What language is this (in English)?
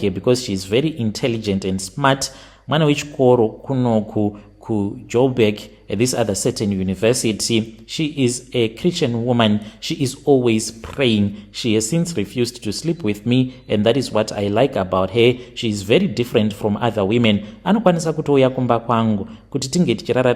Shona